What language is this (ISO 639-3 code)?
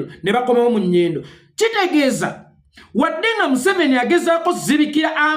lug